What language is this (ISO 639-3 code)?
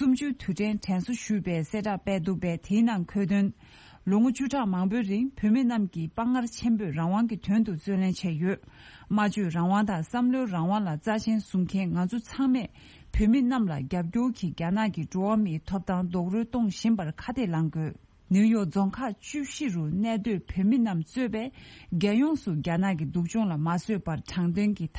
bod